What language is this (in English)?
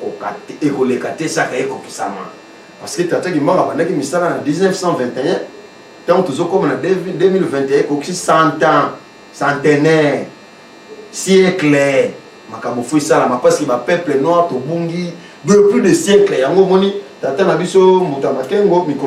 Lingala